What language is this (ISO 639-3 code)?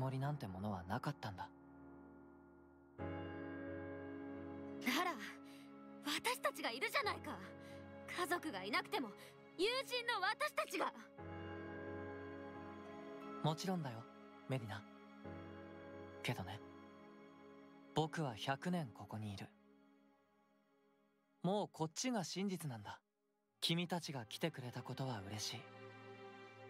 jpn